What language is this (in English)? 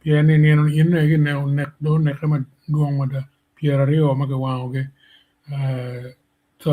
Acoli